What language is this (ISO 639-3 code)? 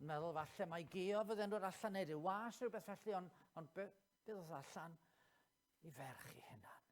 cym